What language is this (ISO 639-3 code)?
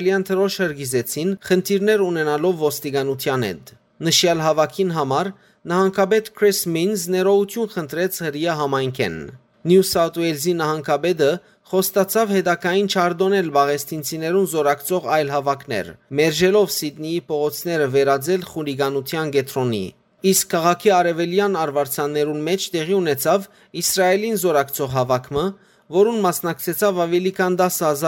hyw